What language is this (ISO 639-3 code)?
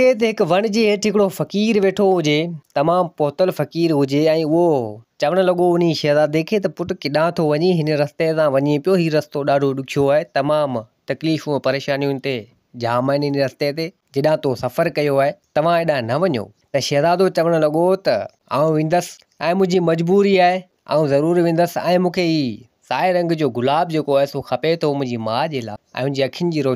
snd